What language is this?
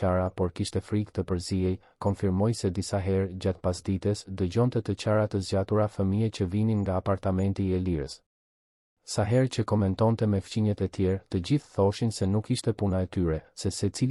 Albanian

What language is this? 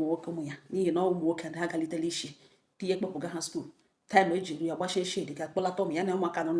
Igbo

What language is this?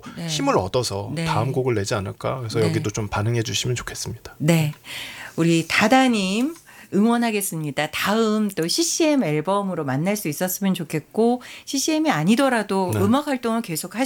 Korean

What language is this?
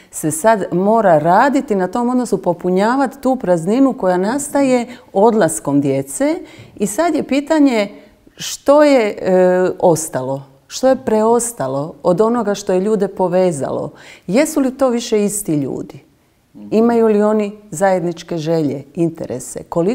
Croatian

